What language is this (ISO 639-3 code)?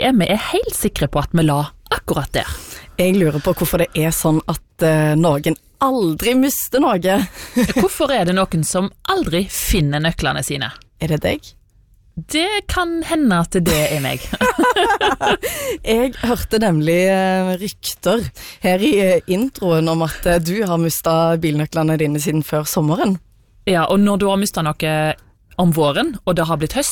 nor